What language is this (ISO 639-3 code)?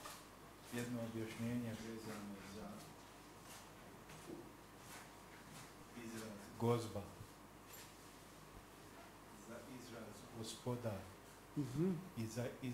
bos